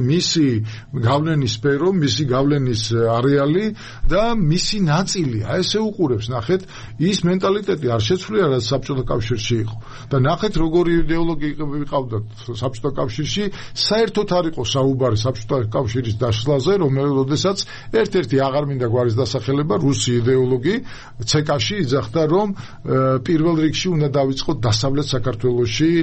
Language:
Georgian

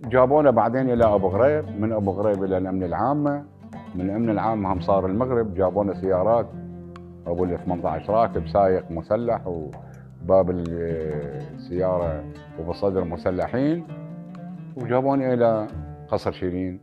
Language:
Mesopotamian Arabic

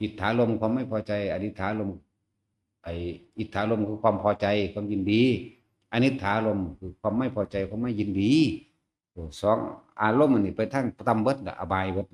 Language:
Northeastern Thai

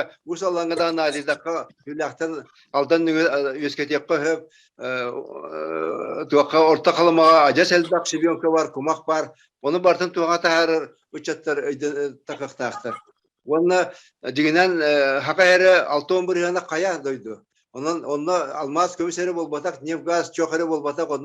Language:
Yakut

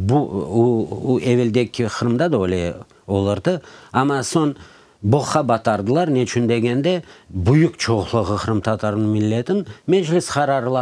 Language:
Crimean Tatar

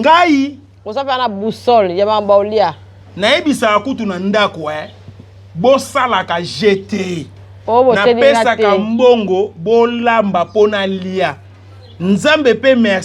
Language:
Lingala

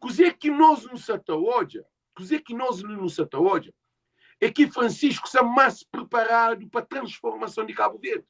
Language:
Kabuverdianu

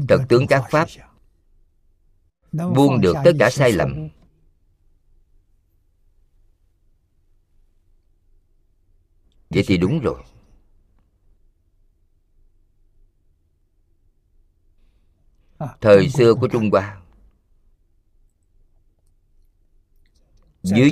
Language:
Vietnamese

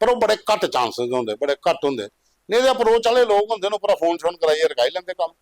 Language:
Dogri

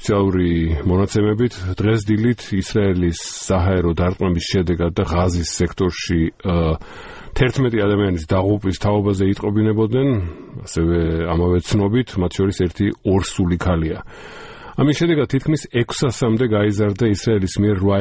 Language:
Georgian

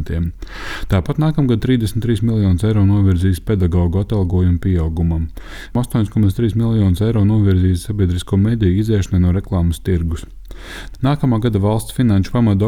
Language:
Latvian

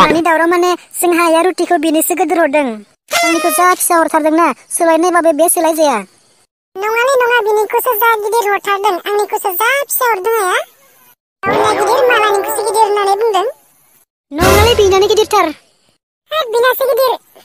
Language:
Bodo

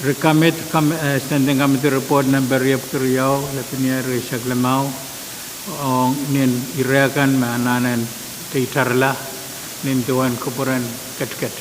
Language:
Pohnpeian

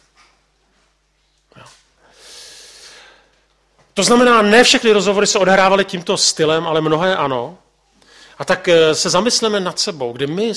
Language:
Czech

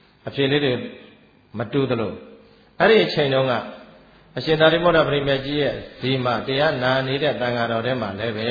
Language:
Burmese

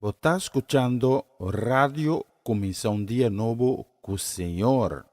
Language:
Papiamento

